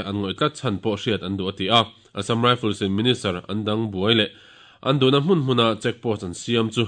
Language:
Mizo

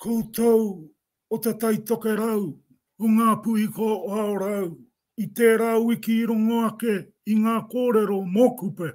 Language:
Māori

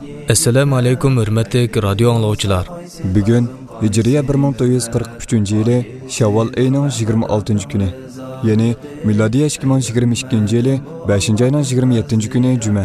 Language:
Uyghur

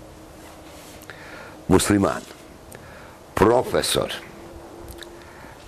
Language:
Bosnian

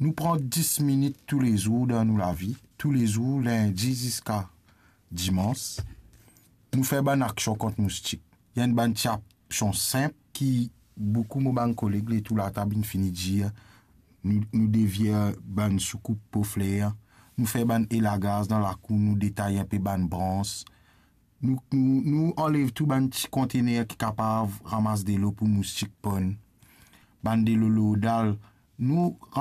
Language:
Morisyen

